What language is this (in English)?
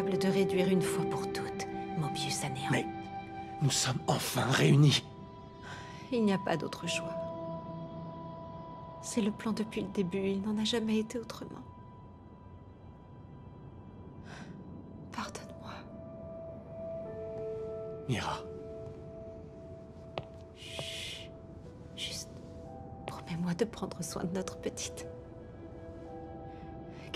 French